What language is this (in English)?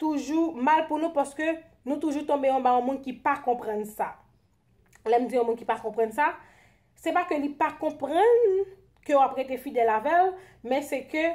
Haitian Creole